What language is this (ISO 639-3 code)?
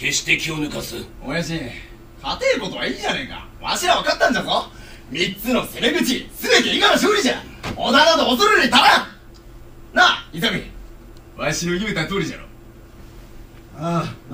jpn